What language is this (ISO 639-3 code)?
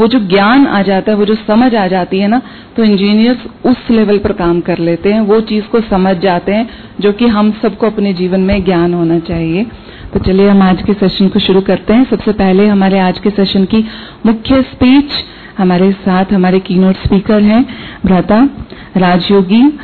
hin